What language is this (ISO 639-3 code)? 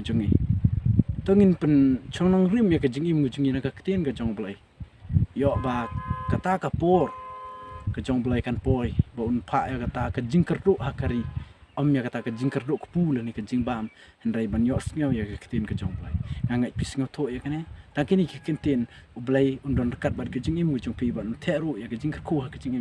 kha